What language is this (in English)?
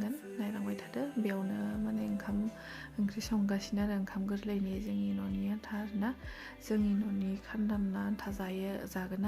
Bodo